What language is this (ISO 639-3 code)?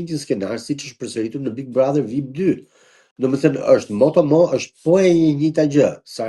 sqi